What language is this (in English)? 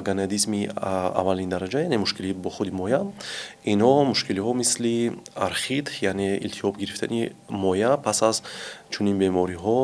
Tajik